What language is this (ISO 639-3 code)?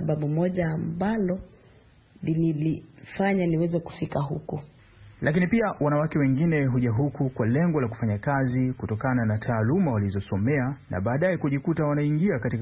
swa